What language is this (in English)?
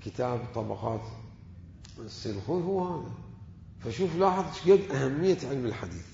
Mesopotamian Arabic